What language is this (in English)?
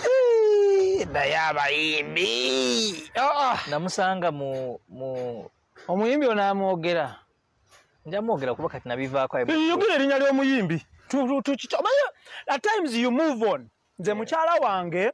Ganda